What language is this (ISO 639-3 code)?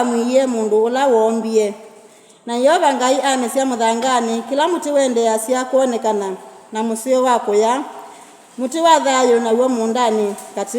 kam